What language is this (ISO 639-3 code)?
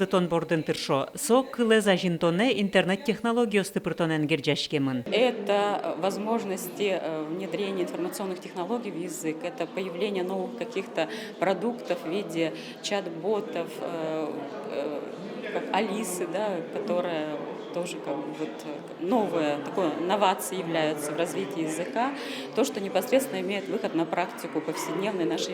udm